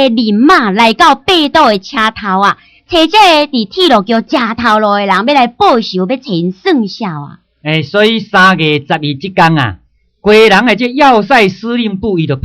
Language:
Min Nan Chinese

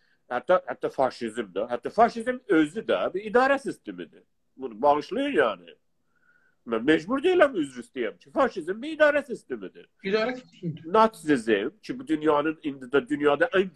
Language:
South Azerbaijani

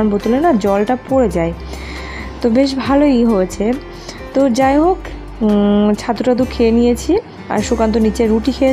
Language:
Bangla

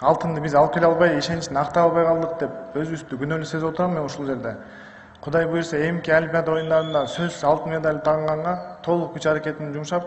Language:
Kyrgyz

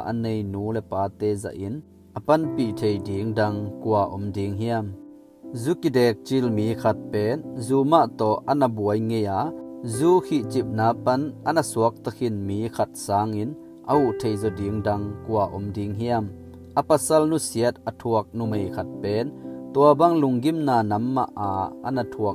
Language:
Tedim Chin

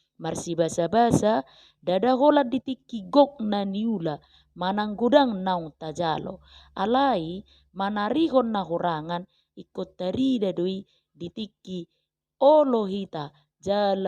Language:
Batak Toba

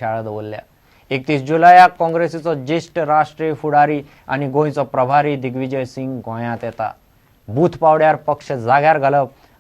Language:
Konkani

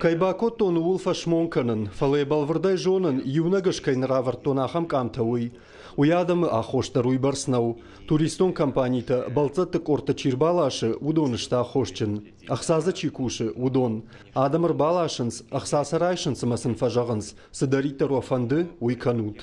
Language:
Ossetic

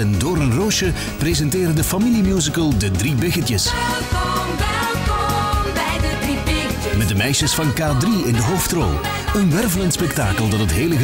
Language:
Dutch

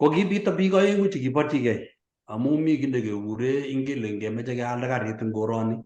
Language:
Kalenjin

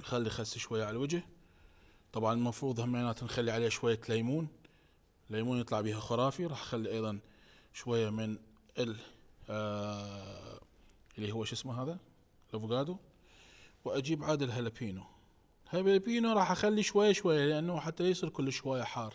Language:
Mesopotamian Arabic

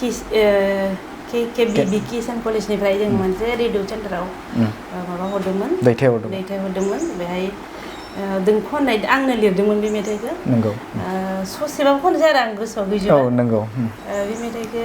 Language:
Bodo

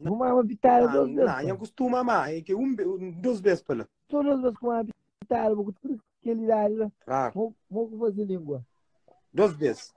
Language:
Kabuverdianu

